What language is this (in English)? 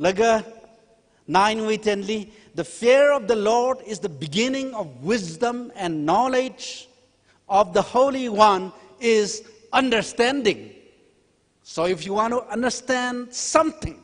Tangkhul Naga (India)